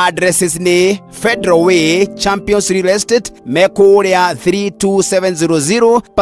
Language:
Kikuyu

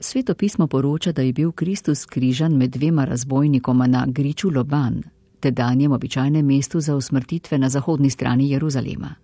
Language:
Slovenian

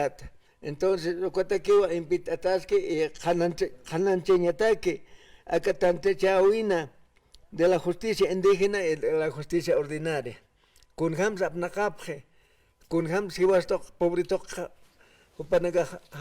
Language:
Aymara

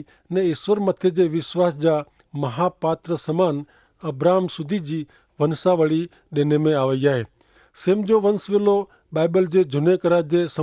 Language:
Kachhi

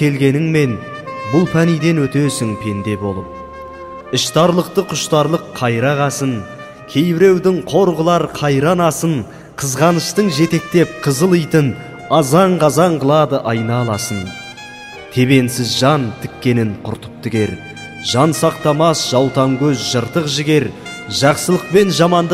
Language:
Kazakh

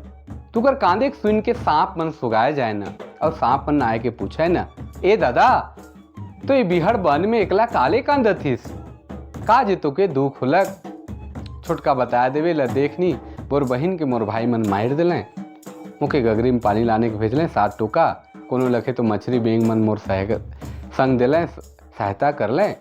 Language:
Sadri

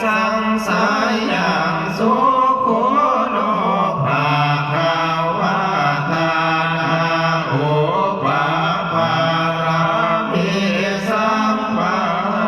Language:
Pali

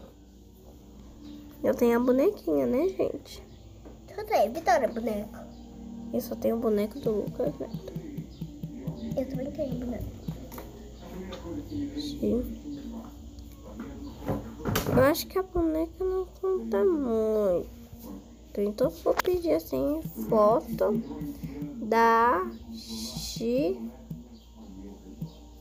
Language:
Portuguese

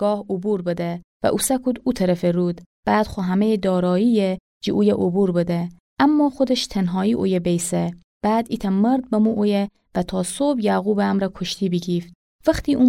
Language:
Gilaki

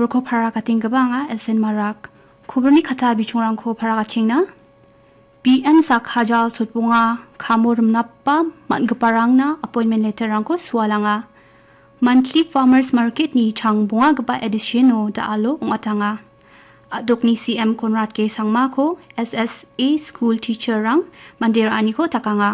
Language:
Garo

